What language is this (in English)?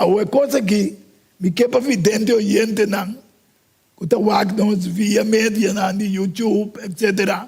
Papiamento